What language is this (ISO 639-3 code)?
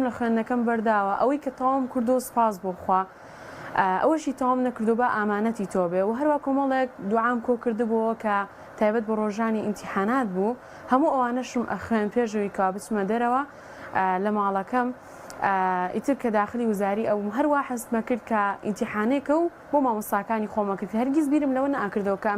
ckb